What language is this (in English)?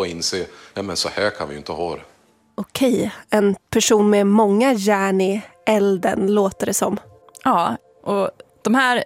Swedish